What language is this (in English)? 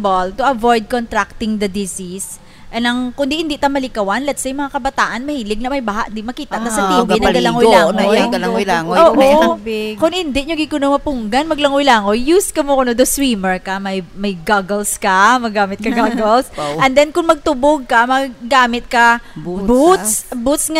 Hiligaynon